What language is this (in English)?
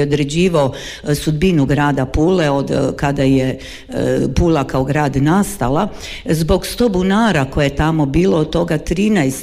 Croatian